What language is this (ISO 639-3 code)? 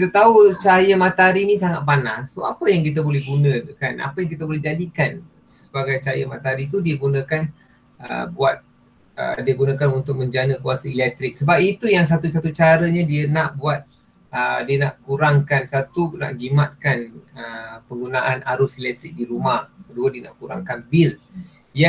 msa